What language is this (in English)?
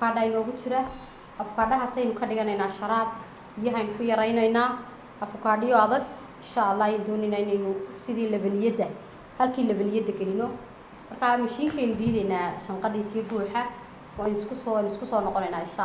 Somali